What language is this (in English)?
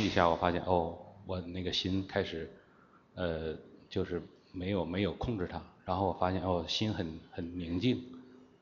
Chinese